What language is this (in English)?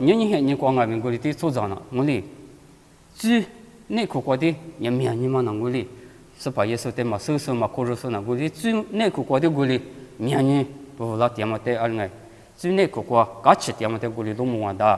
Lisu